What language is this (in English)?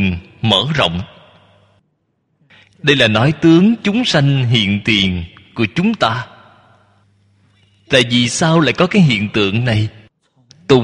Vietnamese